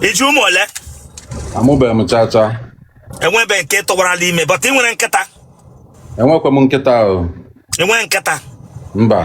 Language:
Igbo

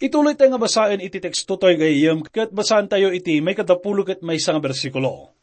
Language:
Iloko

